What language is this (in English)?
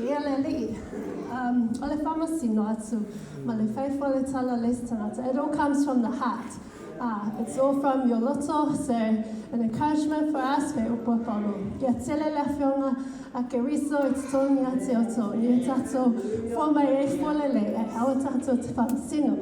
Samoan